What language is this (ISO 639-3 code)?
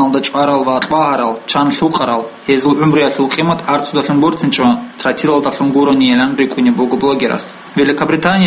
ava